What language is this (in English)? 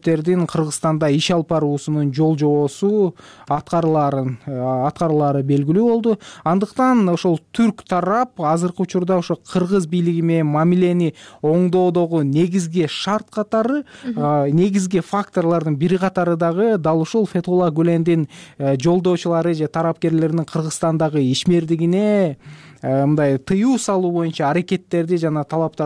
Kyrgyz